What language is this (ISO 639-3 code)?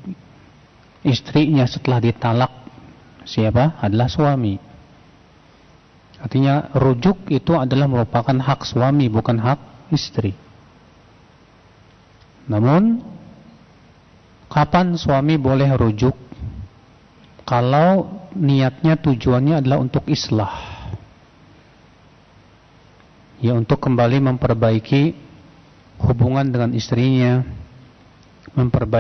ind